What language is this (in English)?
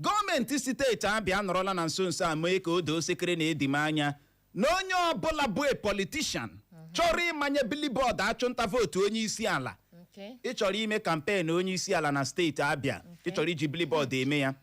Igbo